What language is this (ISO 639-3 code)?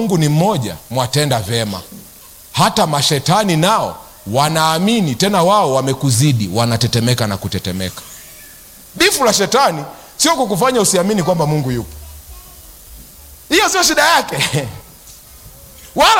swa